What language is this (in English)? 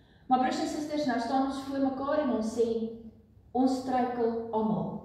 Afrikaans